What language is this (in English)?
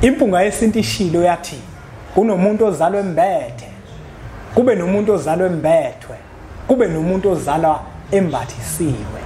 Zulu